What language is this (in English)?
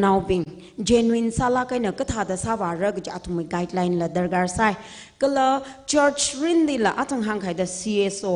Tangkhul Naga (India)